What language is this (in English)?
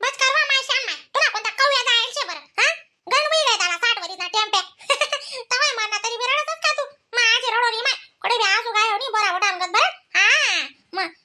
Khandesi